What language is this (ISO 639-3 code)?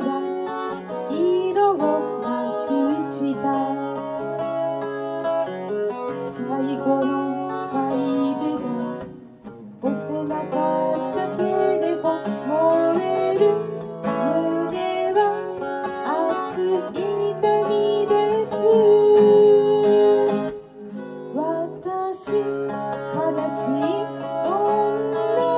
jpn